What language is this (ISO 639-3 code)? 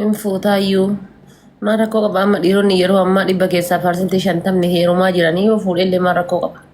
orm